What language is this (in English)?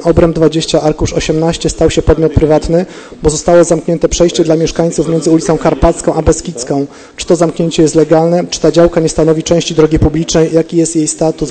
Polish